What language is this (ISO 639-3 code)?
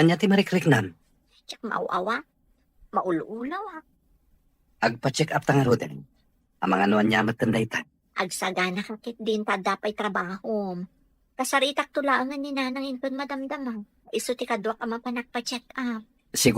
ilo